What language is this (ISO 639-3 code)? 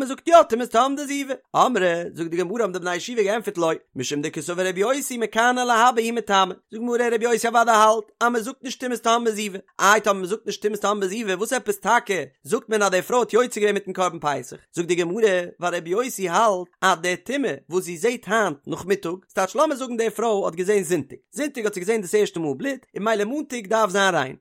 yid